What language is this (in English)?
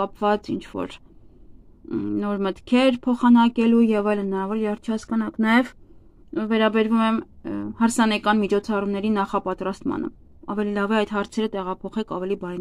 Armenian